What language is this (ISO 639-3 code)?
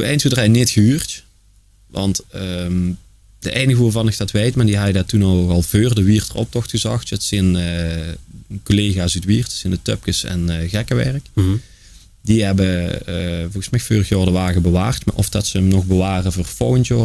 lim